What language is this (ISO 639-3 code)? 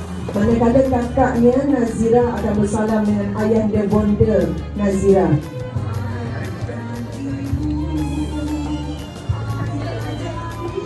msa